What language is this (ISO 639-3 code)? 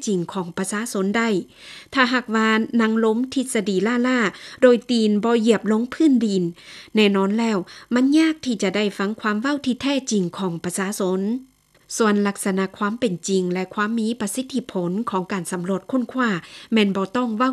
lao